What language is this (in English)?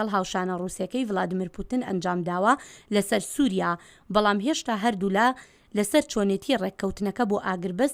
Central Kurdish